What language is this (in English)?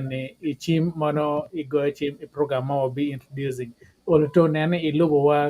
Acoli